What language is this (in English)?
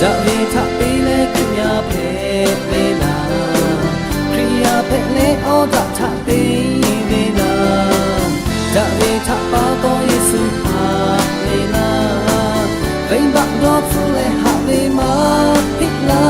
Lahu